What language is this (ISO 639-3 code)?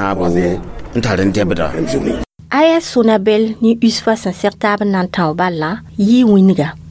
mos